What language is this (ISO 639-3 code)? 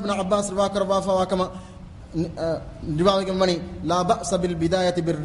div